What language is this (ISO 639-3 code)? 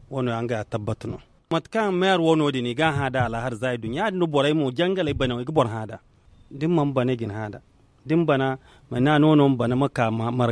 dje